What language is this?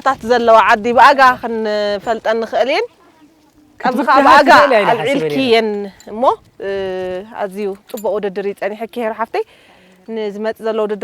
Tigrinya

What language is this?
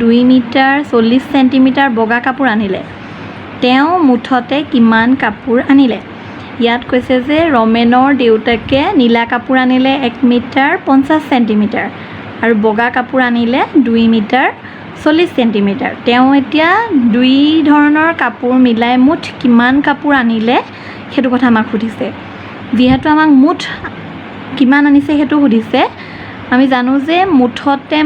Assamese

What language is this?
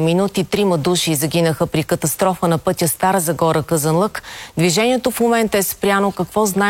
Bulgarian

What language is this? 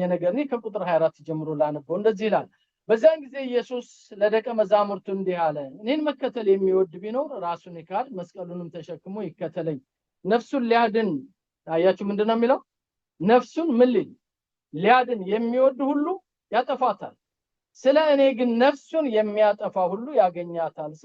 Amharic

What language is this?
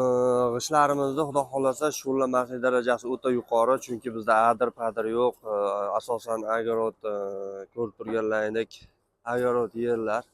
Uzbek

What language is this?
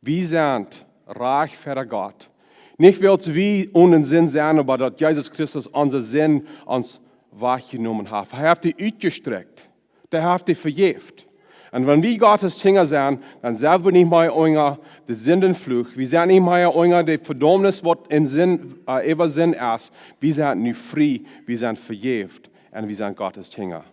Plautdietsch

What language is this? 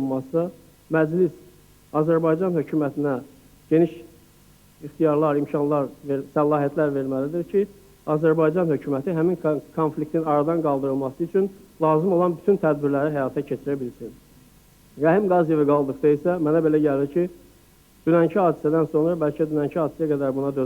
Azerbaijani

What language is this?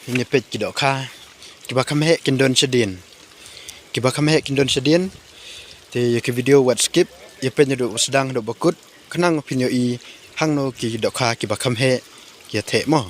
Khasi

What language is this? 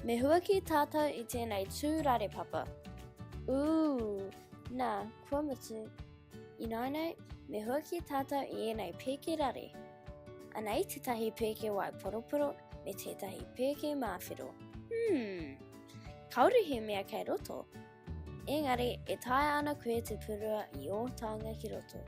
Māori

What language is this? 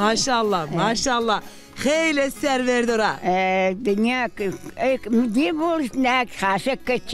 Zaza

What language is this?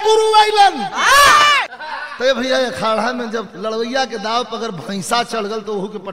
Bhojpuri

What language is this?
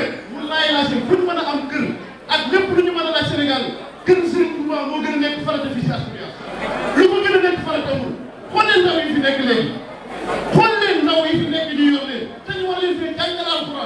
Wolof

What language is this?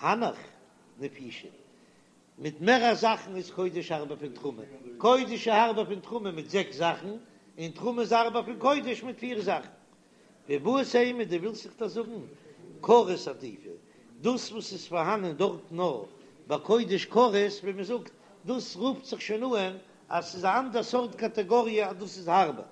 Yiddish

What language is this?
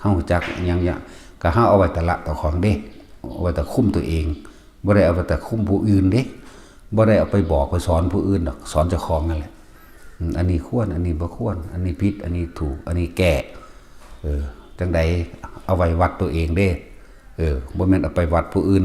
Northeastern Thai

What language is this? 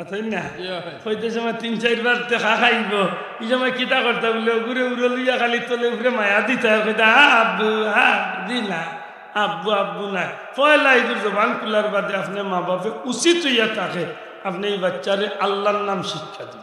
Sylheti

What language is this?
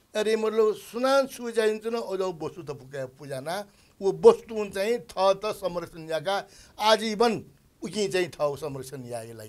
Newari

